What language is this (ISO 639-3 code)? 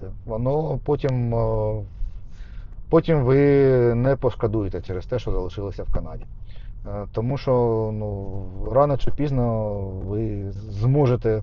ukr